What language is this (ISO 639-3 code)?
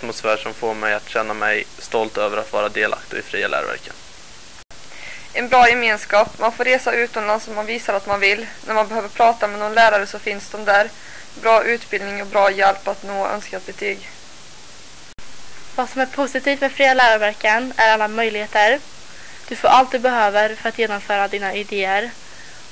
swe